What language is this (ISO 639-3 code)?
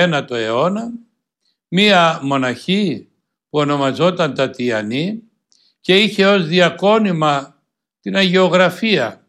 ell